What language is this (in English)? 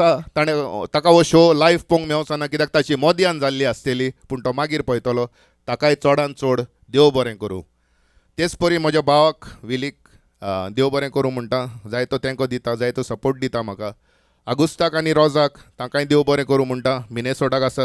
Konkani